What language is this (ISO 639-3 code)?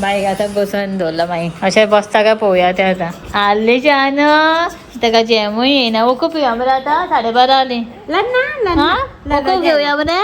kok